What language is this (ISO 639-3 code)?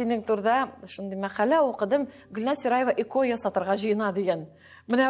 tat